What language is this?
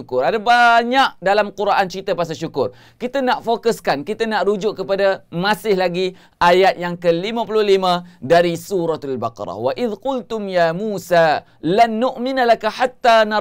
Malay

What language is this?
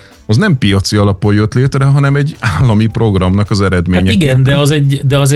Hungarian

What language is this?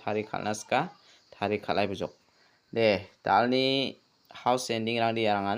Garo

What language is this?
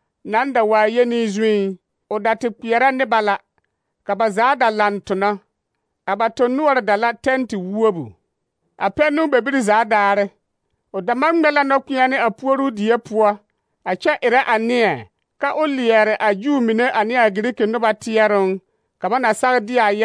Southern Dagaare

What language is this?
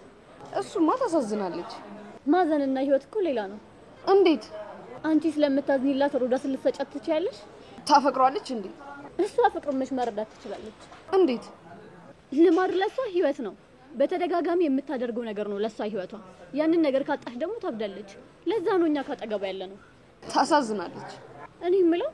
Amharic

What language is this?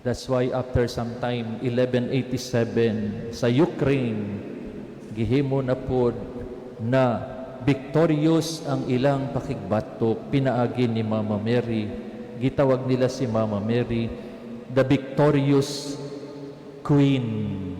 Cebuano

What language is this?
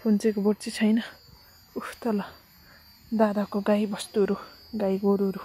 Nepali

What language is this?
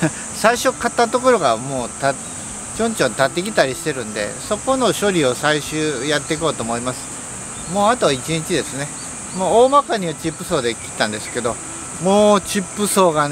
Japanese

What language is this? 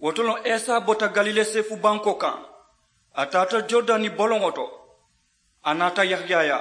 Mandingo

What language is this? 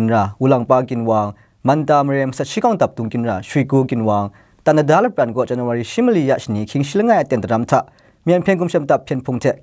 Kachin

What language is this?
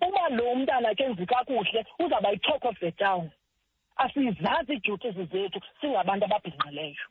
Xhosa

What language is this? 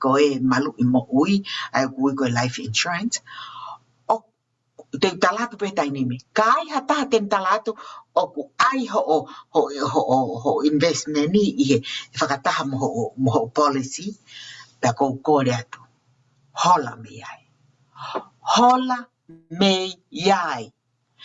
Tongan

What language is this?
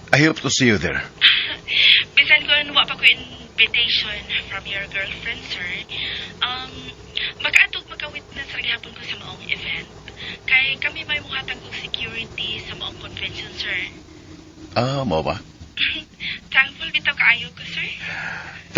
Cebuano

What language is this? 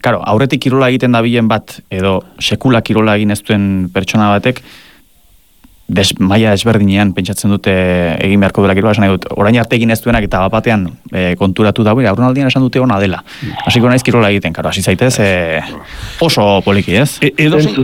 Basque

